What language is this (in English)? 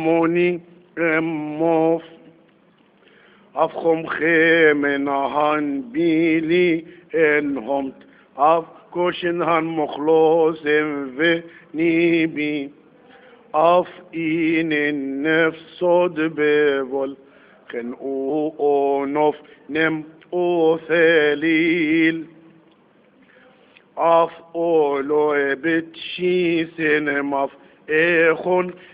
Arabic